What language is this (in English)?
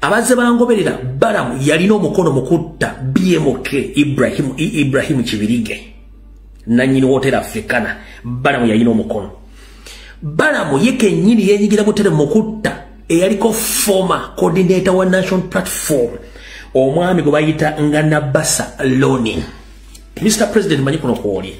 Ganda